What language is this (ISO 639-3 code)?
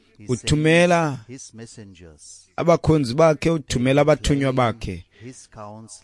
xho